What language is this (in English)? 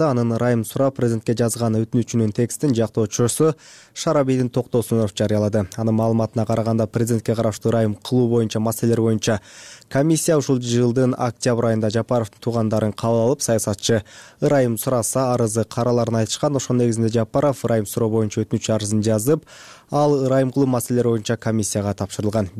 Kyrgyz